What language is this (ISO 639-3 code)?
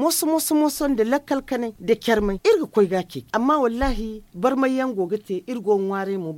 dje